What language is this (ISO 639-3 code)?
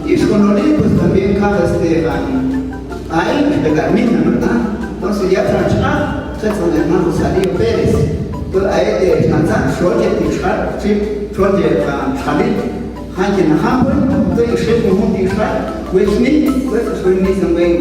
ttc